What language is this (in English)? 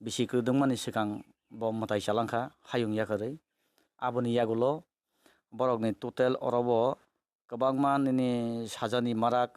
Kok Borok